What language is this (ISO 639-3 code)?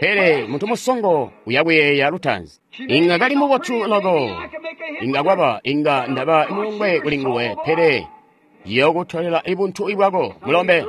toi